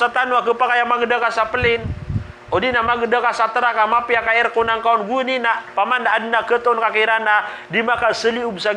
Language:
Maranao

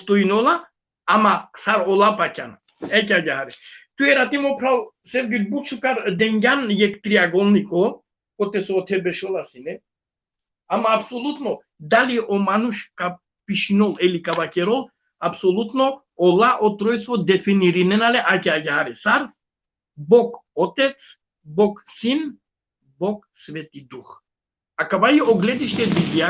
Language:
Balkan Romani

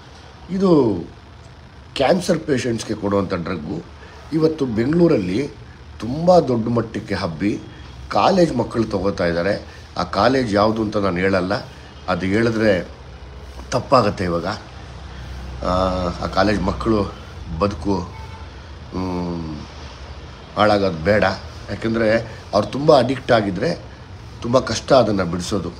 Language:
Kannada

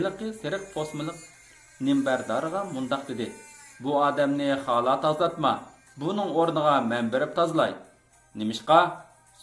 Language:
Uyghur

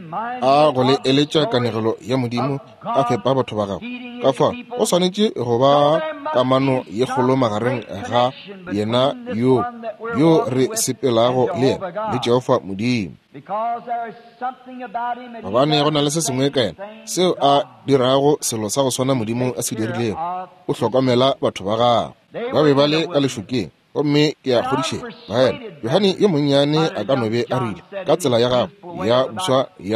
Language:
Northern Sotho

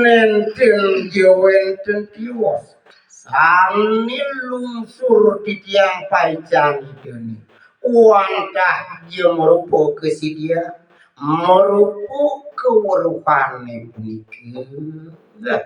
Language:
Balinese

